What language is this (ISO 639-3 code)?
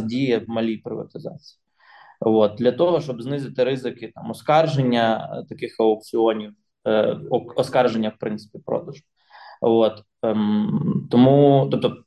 ukr